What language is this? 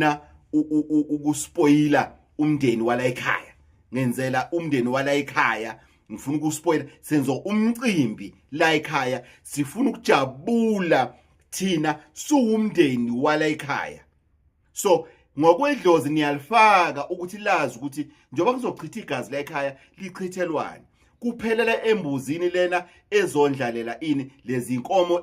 Zulu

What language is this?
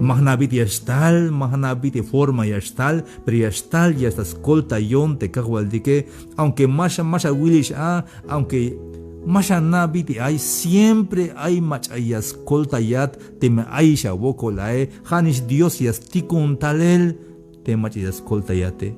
Tzeltal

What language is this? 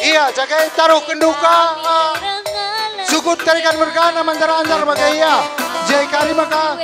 Batak Karo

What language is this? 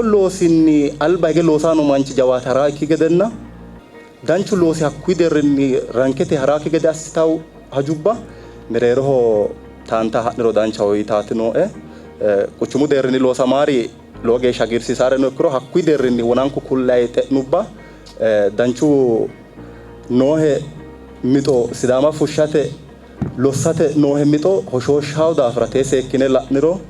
Sidamo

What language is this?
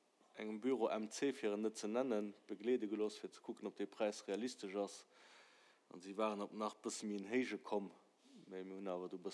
Luxembourgish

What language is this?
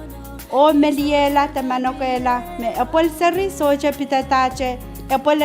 Pohnpeian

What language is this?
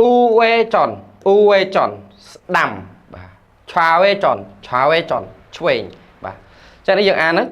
Khmer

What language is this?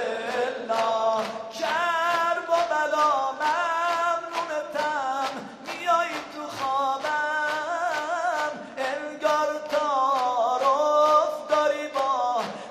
Persian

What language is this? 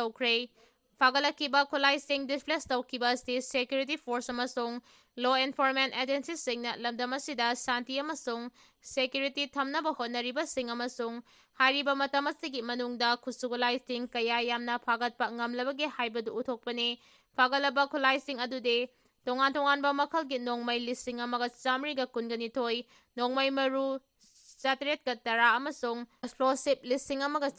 Manipuri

